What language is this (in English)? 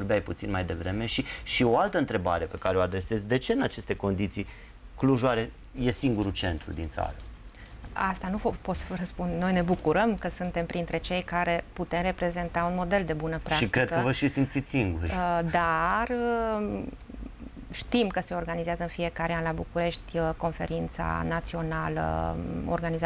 Romanian